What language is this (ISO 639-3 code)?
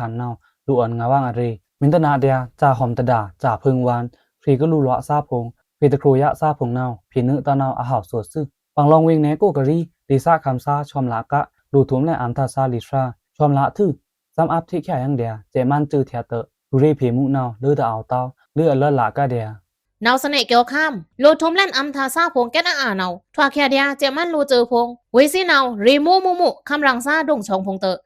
blk